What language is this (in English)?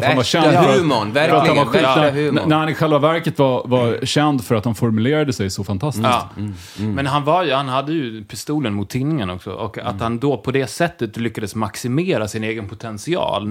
Swedish